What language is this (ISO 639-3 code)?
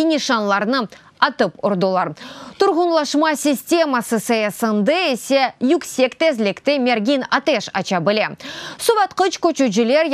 crh